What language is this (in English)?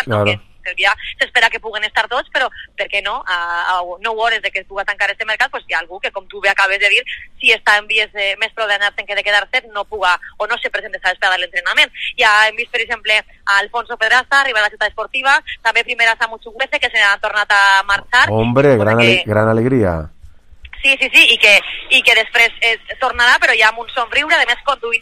Catalan